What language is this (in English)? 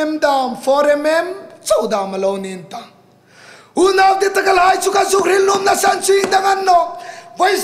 Hmar